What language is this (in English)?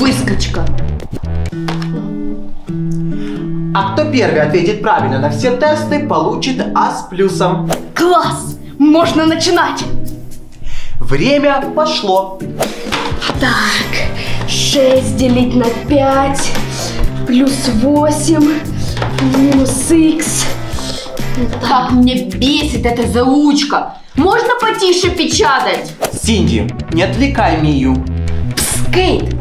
Russian